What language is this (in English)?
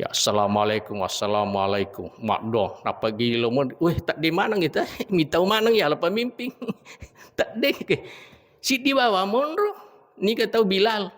Buginese